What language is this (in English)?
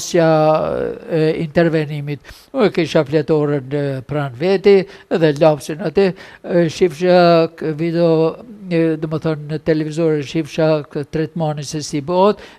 Albanian